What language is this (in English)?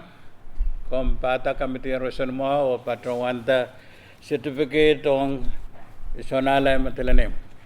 Pohnpeian